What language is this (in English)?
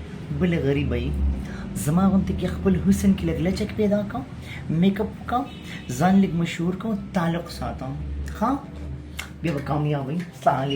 Pashto